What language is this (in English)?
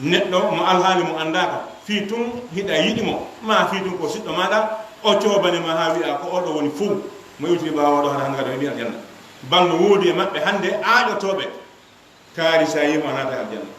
Fula